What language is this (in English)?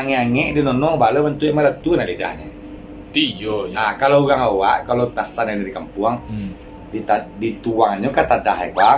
Minangkabau